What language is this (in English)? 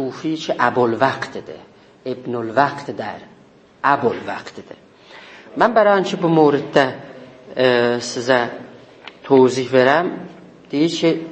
South Azerbaijani